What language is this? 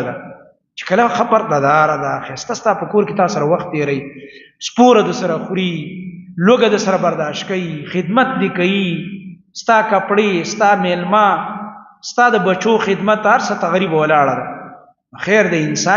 Pashto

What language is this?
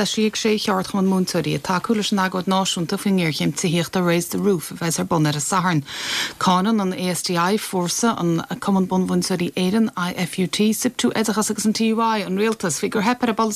Irish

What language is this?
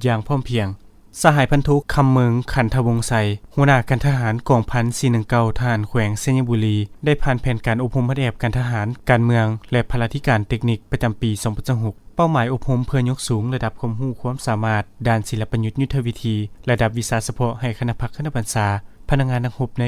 Lao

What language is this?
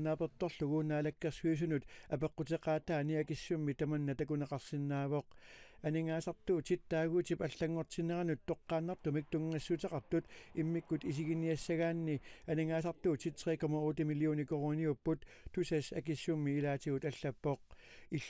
Kalaallisut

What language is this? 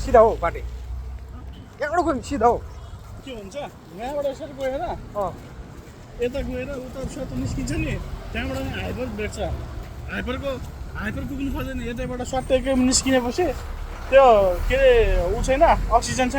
Nepali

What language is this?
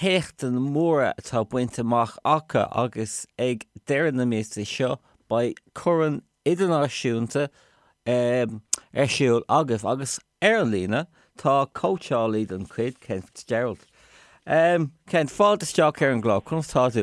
Irish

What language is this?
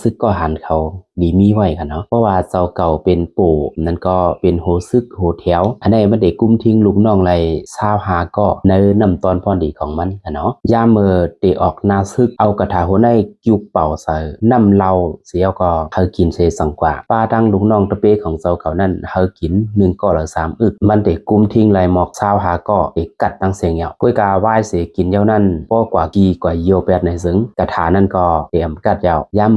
Shan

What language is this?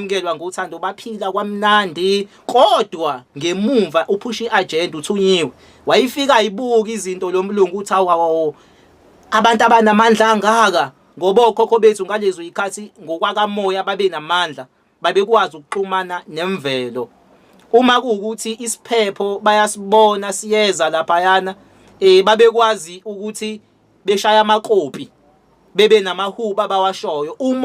Zulu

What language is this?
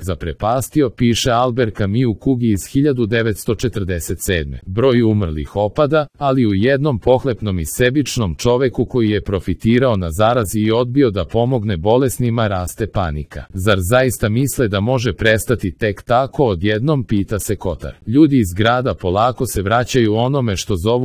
Serbian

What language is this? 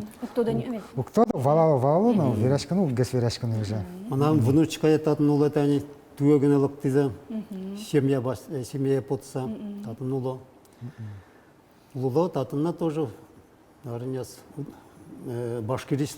Udmurt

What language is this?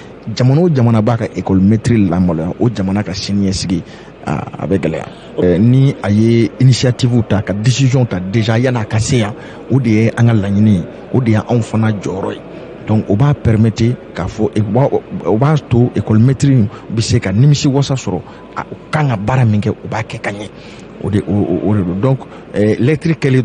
Bambara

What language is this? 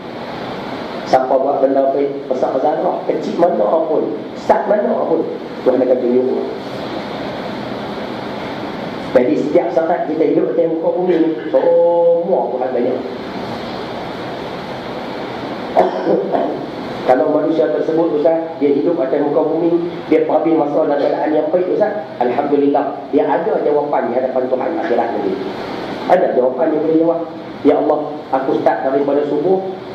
Malay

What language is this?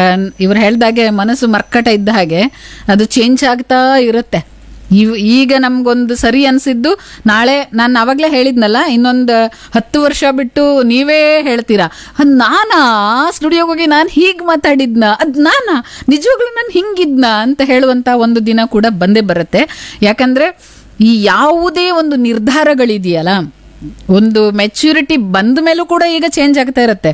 Kannada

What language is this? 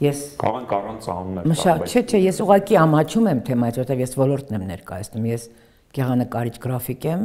Armenian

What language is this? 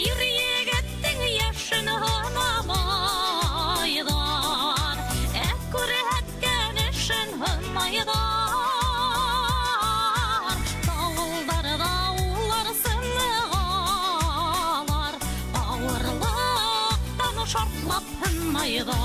Bashkir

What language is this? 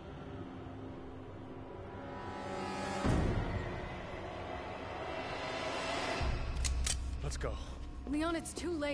Polish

